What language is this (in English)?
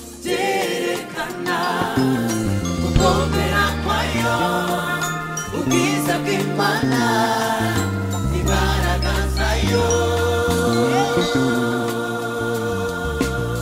Kinyarwanda